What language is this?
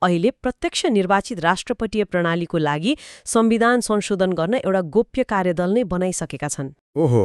Nepali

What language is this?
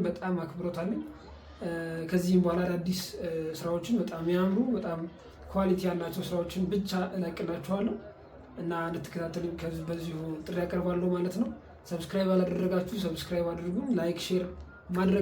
Amharic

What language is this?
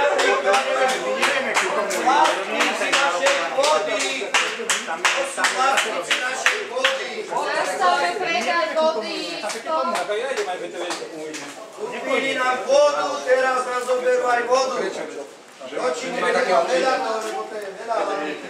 Slovak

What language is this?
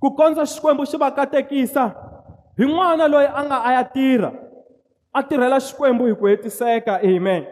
Tsonga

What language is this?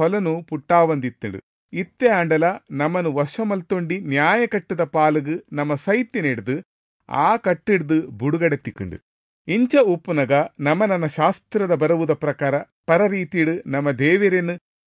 Tulu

